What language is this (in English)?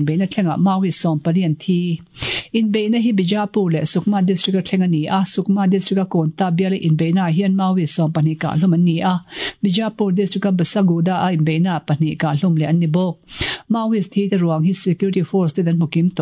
Mizo